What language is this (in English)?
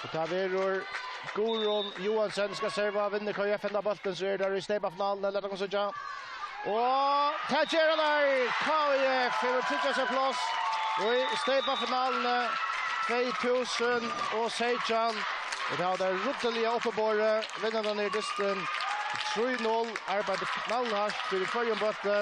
Faroese